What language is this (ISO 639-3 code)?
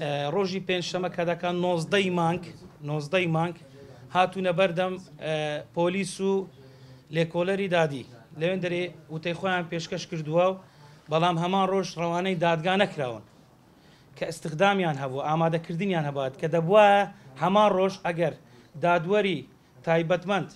ckb